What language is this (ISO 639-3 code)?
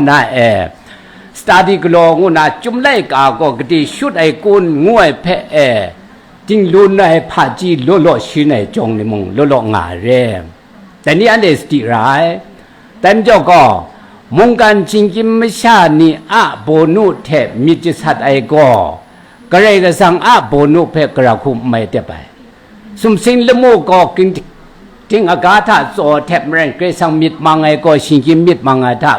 kac